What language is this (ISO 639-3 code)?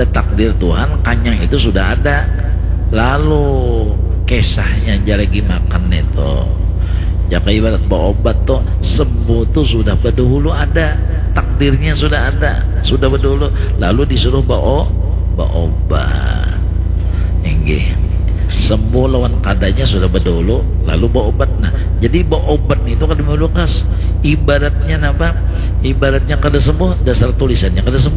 bjn